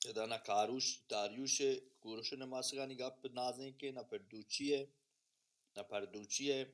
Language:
Baluchi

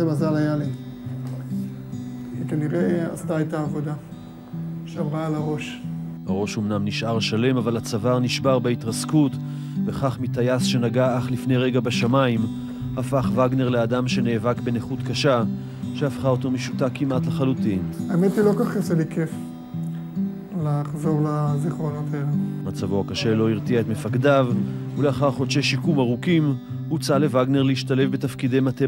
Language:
Hebrew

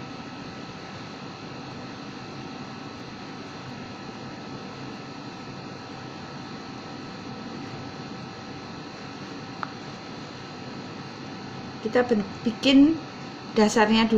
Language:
Indonesian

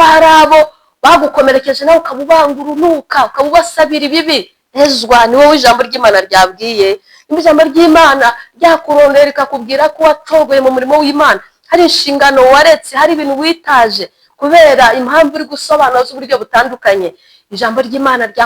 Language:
Kinyarwanda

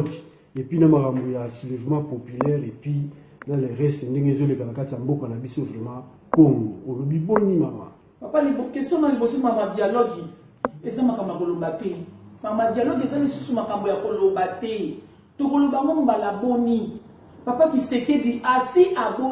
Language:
Lingala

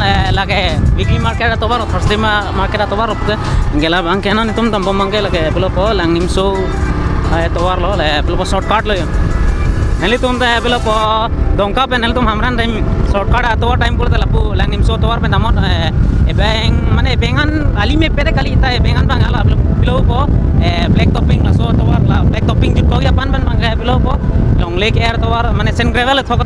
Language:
Karbi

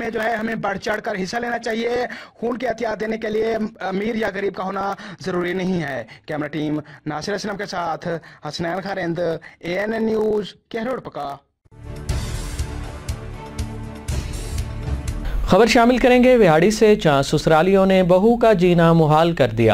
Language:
Urdu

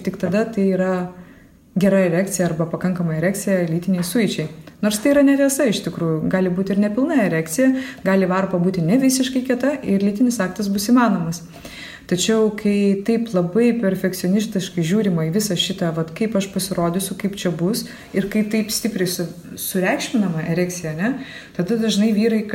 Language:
Lithuanian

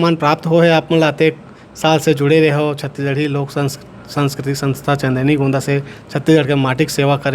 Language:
Chhattisgarhi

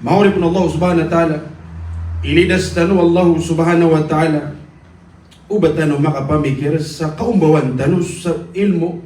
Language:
Maranao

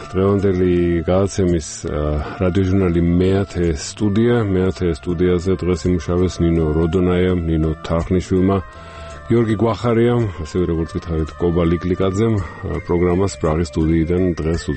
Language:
Georgian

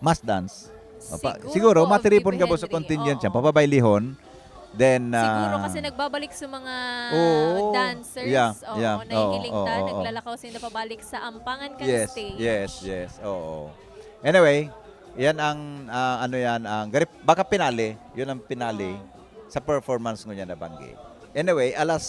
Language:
Bikol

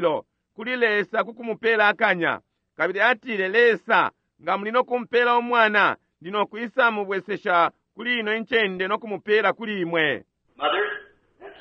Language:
Bemba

